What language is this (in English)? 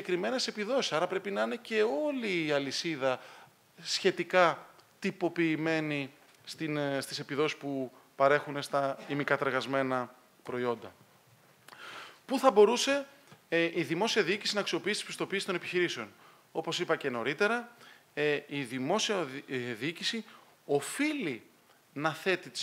Greek